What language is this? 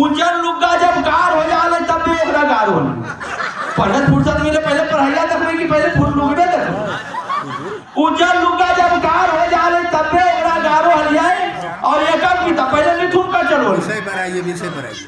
Magahi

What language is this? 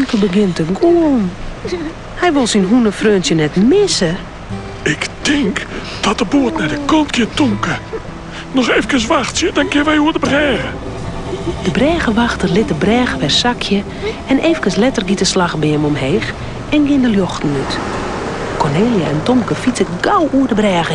Western Frisian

